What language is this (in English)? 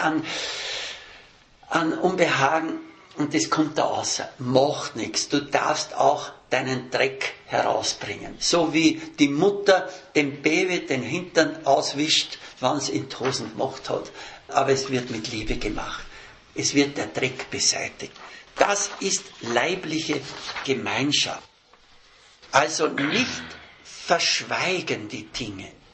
German